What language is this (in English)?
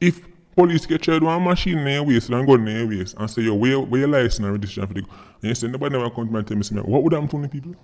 Jamaican Creole English